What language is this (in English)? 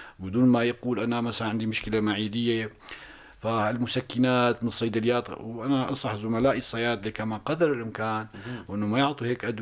North Levantine Arabic